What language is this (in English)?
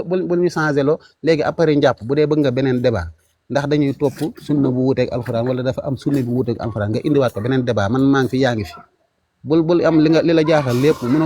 Wolof